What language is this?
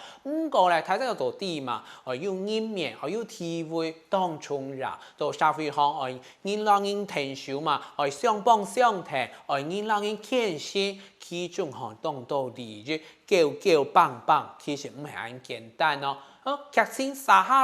Hakka Chinese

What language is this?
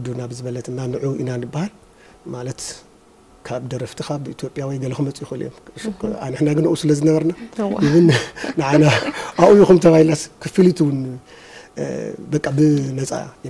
Tigrinya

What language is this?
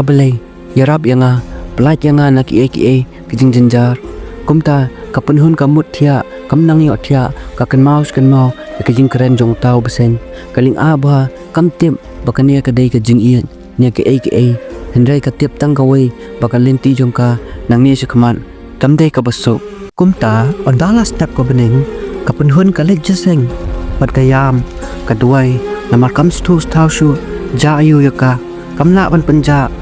Khasi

